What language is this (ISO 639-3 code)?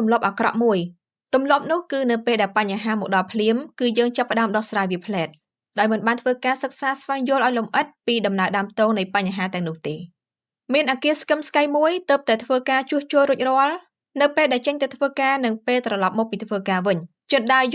khm